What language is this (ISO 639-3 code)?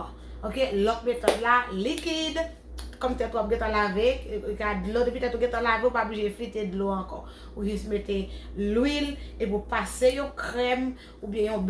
hat